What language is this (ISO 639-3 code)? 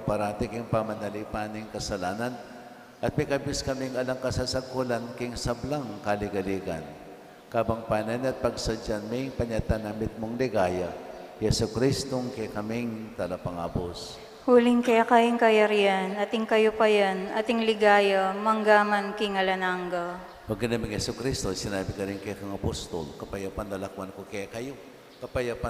pam